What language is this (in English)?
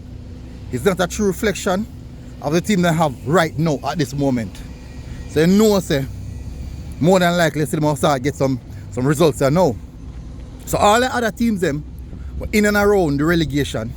Jamaican Creole English